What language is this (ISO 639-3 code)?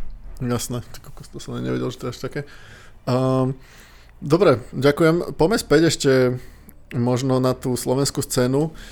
slk